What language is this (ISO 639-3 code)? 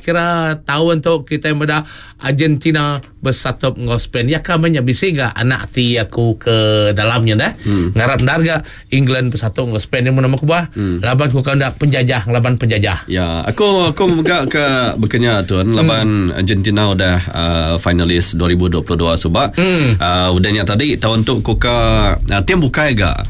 iba